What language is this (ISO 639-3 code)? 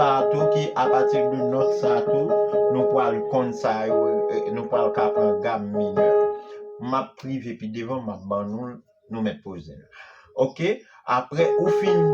hat